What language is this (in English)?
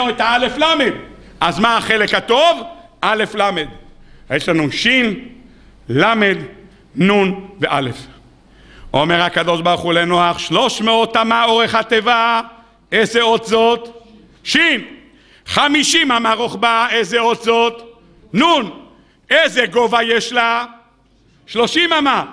Hebrew